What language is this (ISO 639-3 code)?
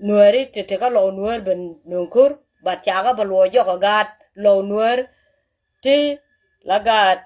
nus